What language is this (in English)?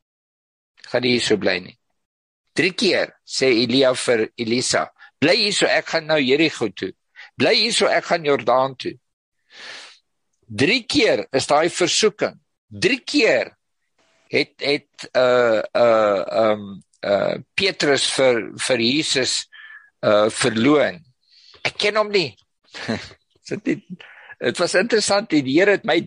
Afrikaans